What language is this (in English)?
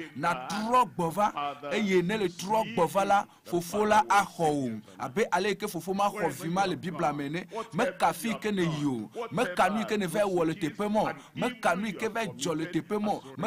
Ewe